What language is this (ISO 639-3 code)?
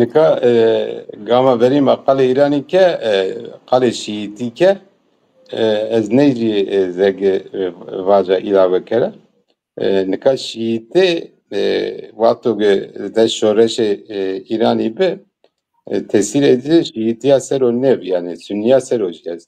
zza